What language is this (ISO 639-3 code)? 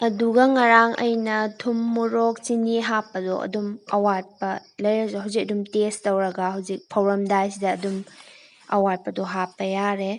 mni